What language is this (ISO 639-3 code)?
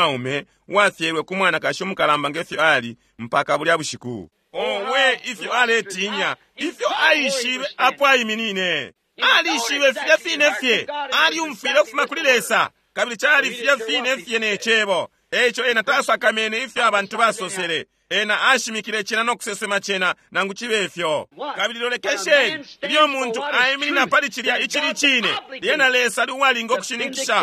bem